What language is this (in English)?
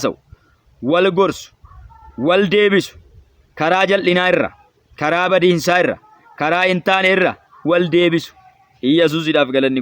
Oromo